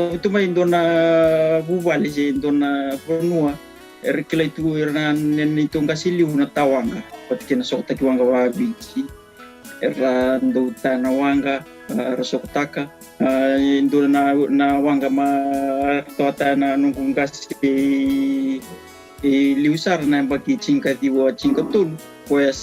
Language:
Fijian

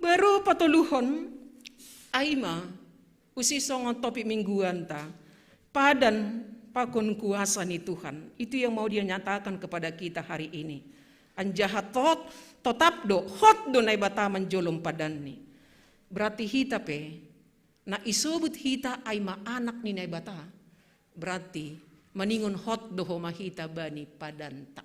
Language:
Batak Simalungun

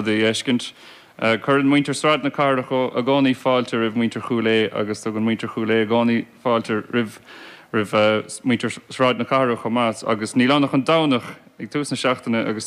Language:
Irish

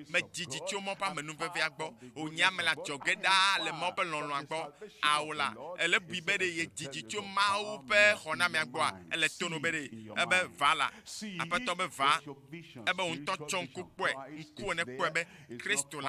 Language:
Ewe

